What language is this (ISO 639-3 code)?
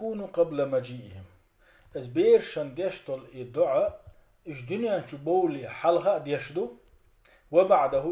che